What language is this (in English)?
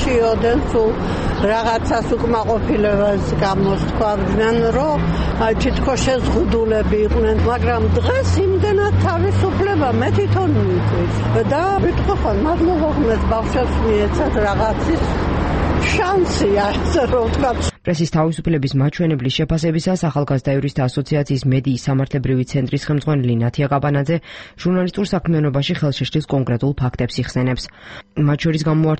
Georgian